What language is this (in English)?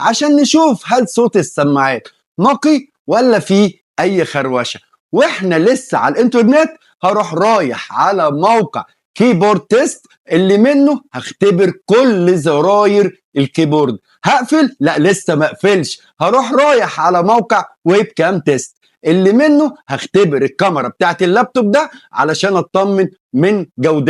Egyptian Arabic